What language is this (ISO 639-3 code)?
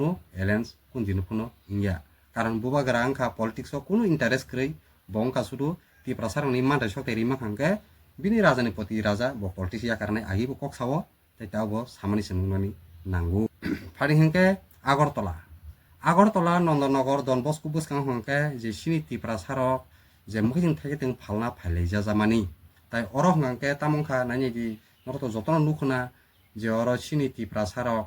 trp